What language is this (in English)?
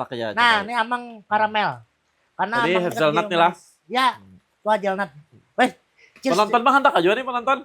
Banjar